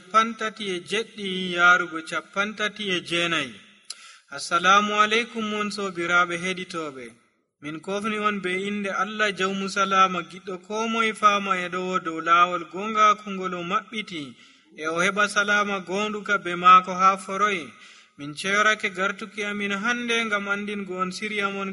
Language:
Nigerian Fulfulde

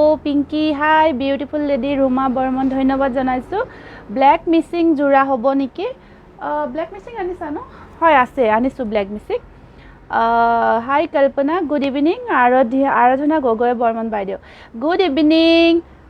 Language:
Assamese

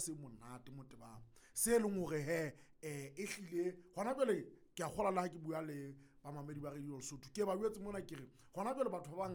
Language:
Southern Sotho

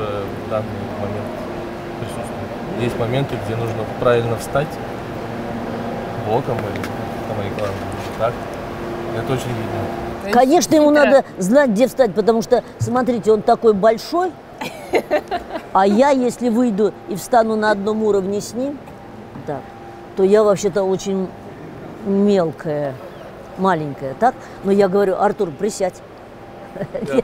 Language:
Russian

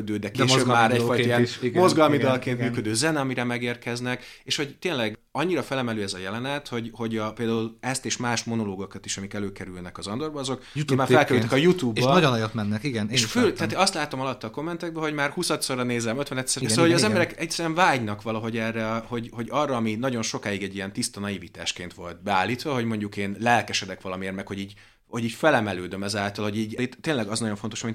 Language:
Hungarian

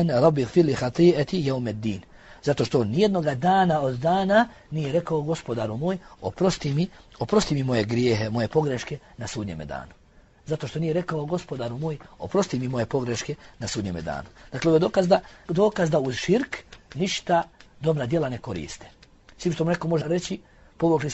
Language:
Bosnian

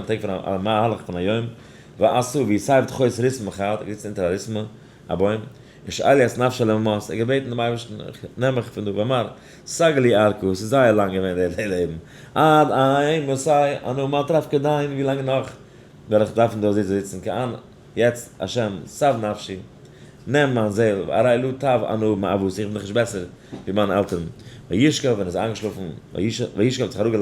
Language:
Yiddish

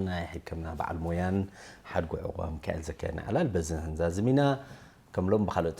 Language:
Tigrinya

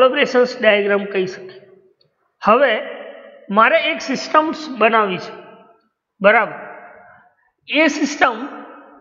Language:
Gujarati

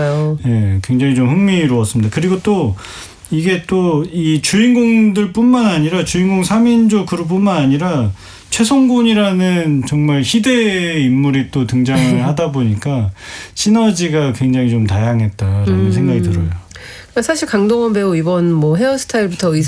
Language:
Korean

